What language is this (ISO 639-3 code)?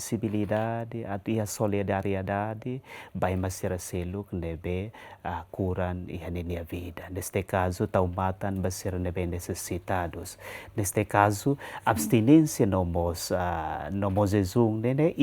tet